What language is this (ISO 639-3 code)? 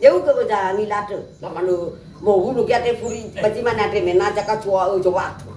nia